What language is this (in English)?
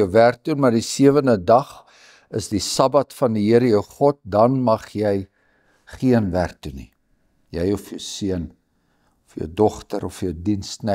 Afrikaans